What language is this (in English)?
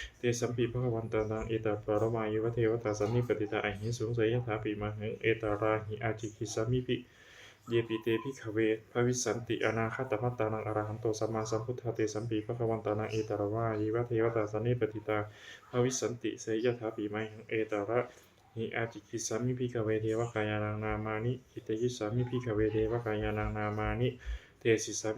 Pali